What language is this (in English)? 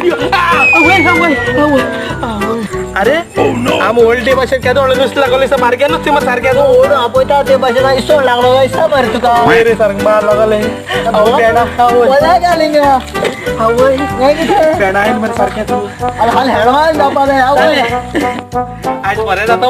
Konkani